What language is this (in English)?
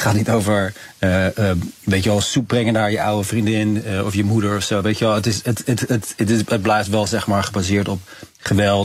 Dutch